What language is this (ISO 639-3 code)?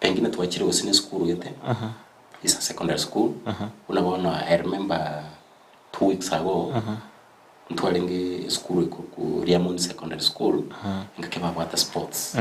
guz